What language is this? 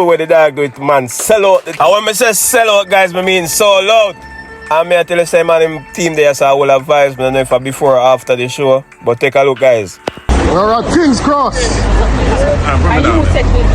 Jamaican Creole English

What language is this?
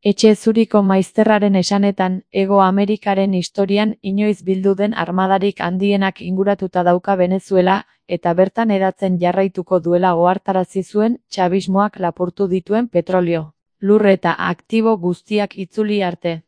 Basque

